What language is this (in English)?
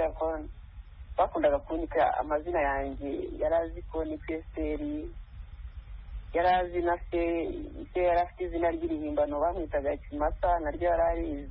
Kinyarwanda